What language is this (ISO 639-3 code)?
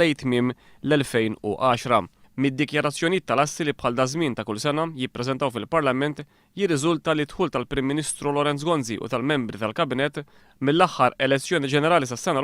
mlt